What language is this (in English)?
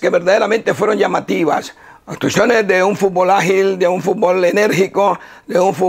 Spanish